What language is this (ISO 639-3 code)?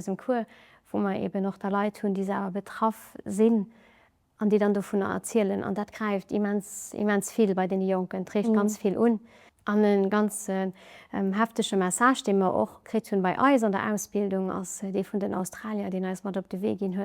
ltz